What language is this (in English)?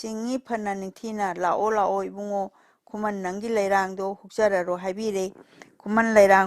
Manipuri